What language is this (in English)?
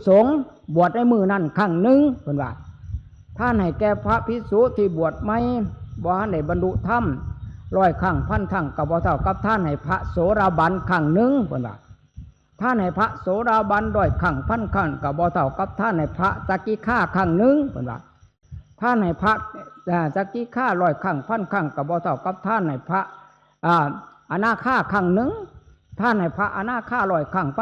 Northeastern Thai